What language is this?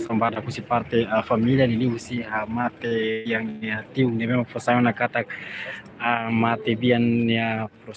Tetum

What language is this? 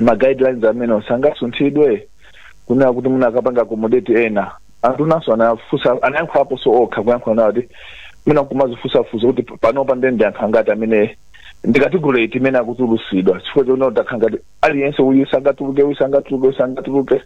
Nyanja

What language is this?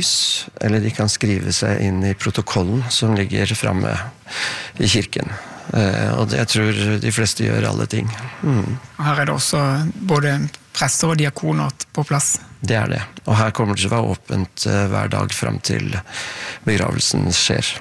Norwegian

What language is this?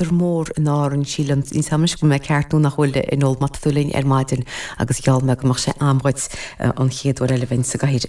Irish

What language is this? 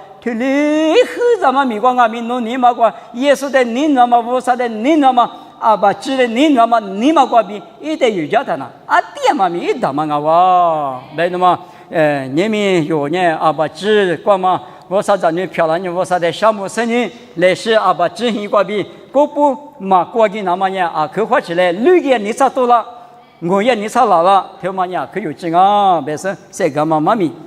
Lisu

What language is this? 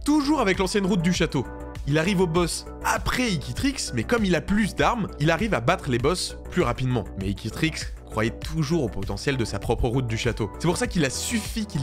French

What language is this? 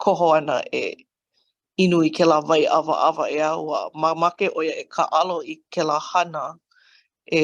Hawaiian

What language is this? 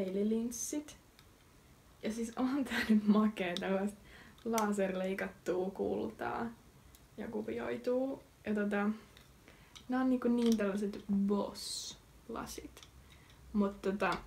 Finnish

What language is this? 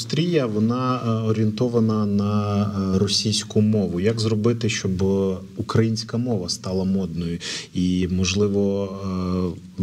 Ukrainian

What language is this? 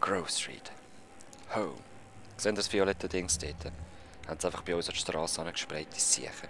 Swiss German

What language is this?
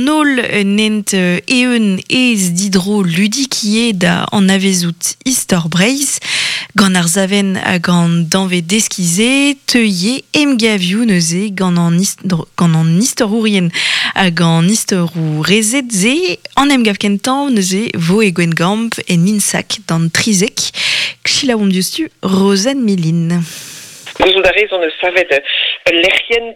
Breton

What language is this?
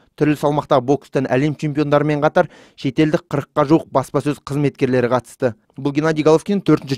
Kazakh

